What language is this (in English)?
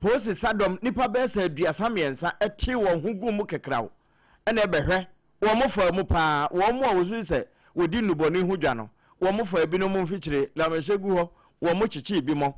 Akan